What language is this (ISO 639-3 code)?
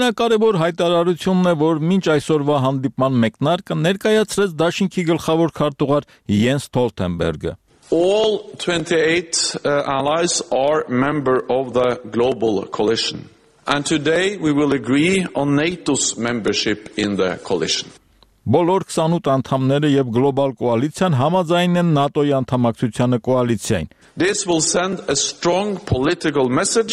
hye